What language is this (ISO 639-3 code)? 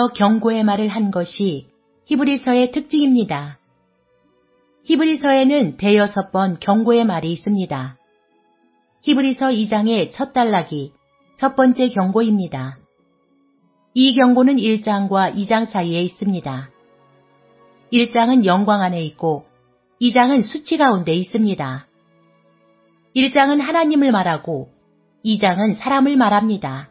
kor